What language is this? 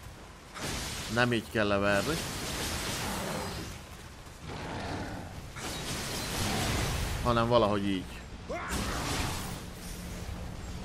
Hungarian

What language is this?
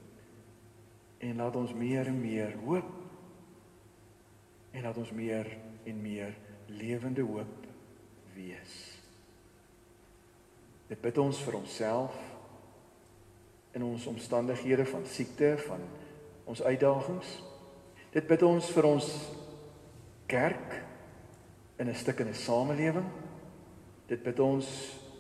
Afrikaans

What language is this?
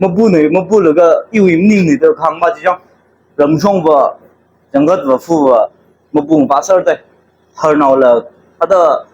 Tangkhul Naga (India)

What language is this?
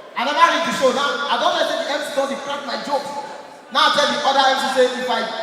Nigerian Pidgin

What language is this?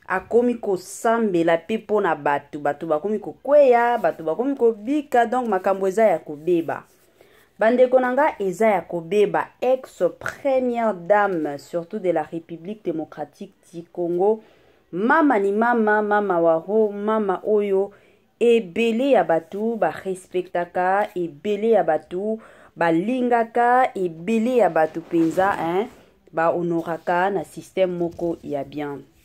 Lingala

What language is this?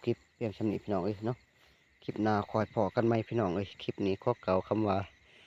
Northeastern Thai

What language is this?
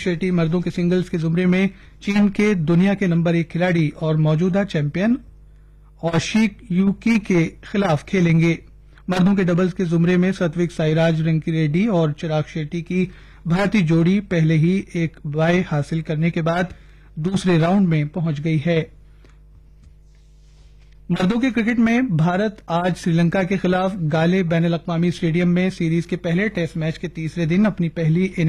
Urdu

